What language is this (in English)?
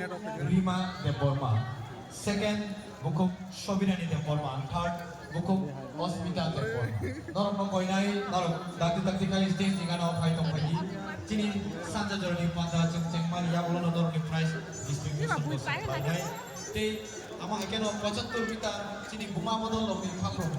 Kok Borok